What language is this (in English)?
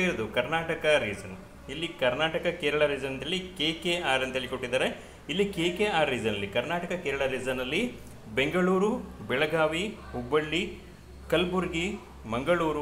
Kannada